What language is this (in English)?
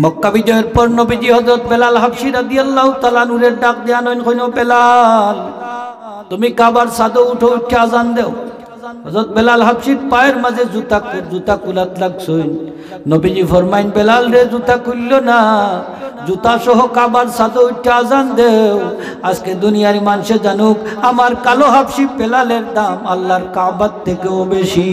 Sylheti